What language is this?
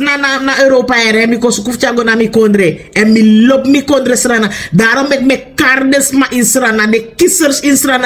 Sranan Tongo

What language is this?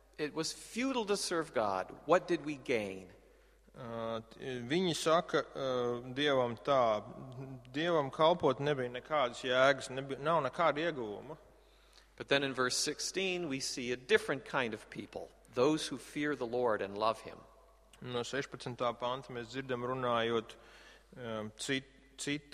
Latvian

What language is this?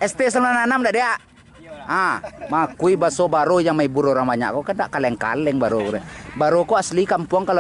Minangkabau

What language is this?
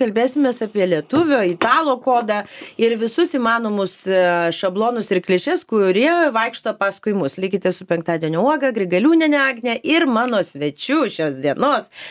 Lithuanian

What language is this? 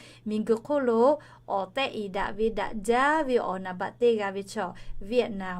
Lahu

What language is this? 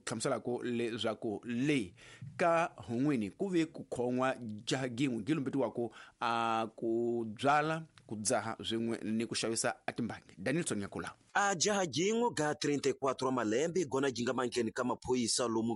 Tsonga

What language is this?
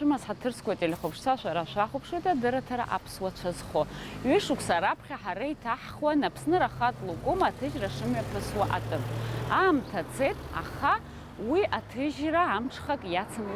Abkhazian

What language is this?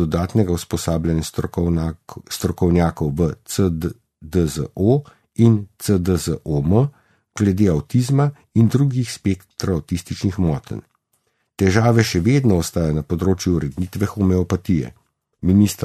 Slovenian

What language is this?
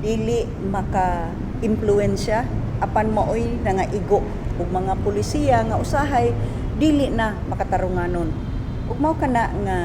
Cebuano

